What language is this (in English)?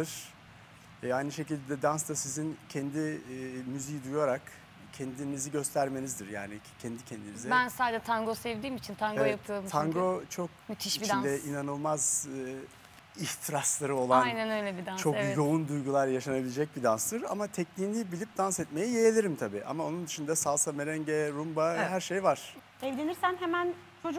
Turkish